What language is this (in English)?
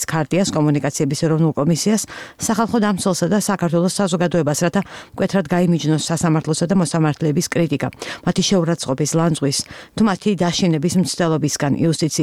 Georgian